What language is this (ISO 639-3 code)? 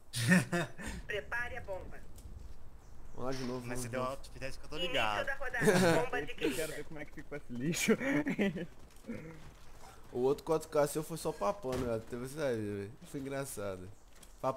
por